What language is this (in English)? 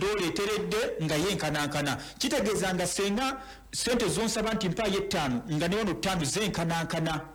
Ganda